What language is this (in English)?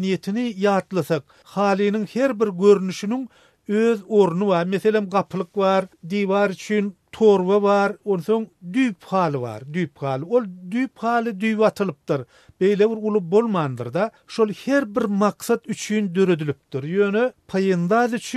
Turkmen